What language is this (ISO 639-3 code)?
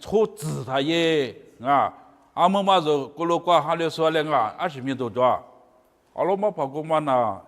lis